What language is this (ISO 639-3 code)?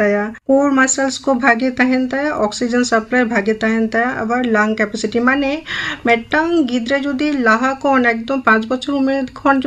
sat